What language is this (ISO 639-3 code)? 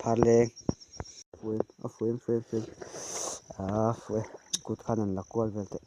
lus